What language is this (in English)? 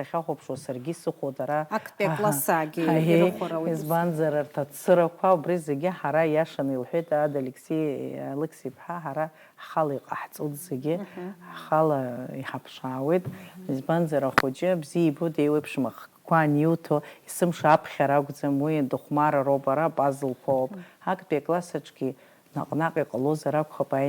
Abkhazian